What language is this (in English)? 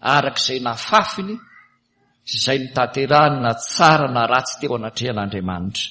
Malagasy